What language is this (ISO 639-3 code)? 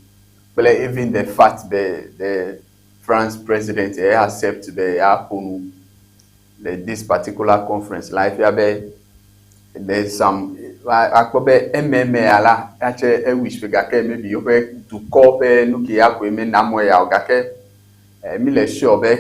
ewe